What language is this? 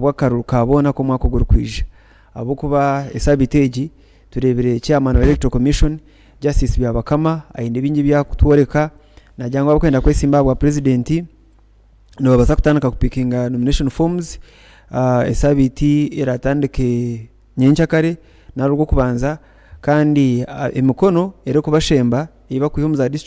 Nyankole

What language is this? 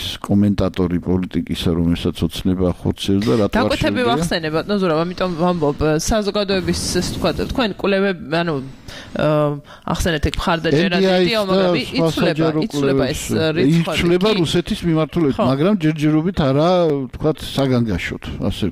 Georgian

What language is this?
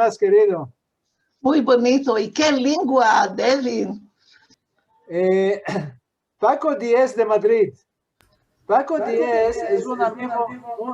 Ladino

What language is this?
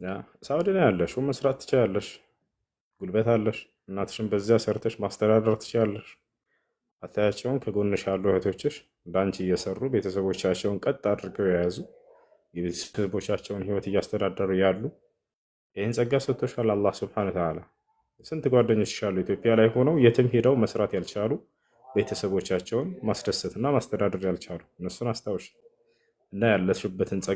Amharic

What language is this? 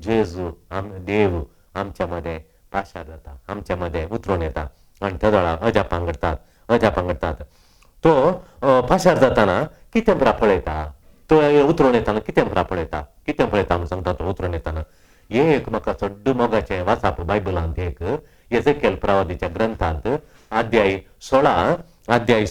Konkani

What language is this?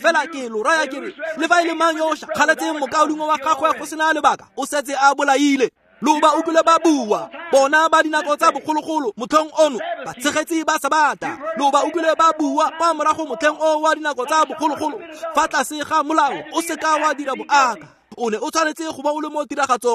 Tswana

